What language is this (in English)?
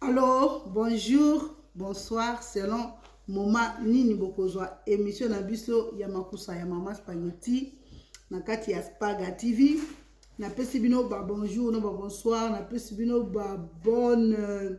Lingala